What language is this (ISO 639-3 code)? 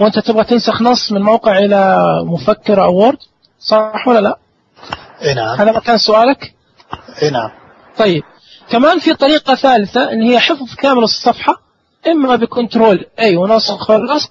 ars